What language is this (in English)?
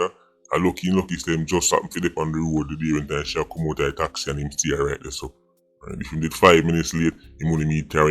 Jamaican Creole English